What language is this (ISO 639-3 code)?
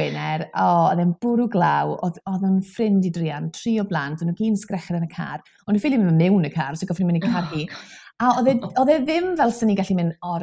cym